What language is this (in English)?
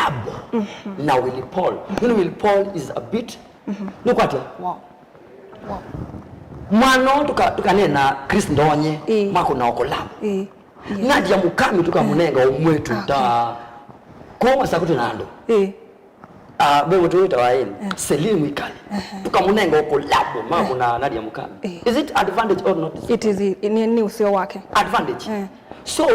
Kamba